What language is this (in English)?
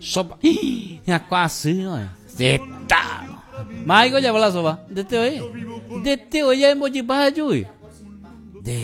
Guarani